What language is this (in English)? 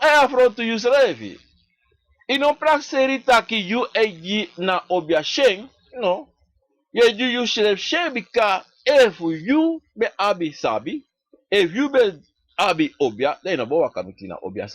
Sranan Tongo